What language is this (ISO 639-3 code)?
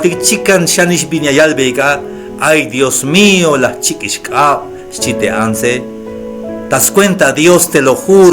tzh